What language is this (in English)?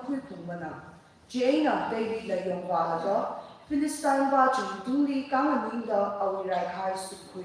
Tangkhul Naga (India)